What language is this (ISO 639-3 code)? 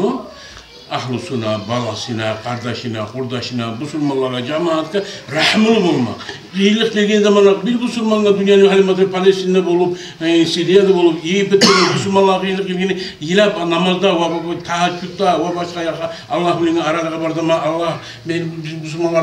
kum